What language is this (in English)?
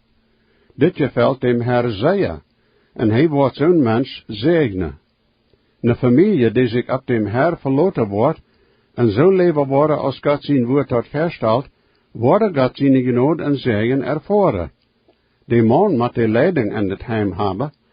Plautdietsch